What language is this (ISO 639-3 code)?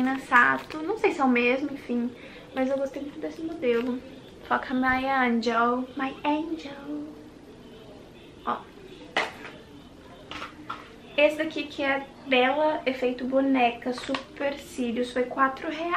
por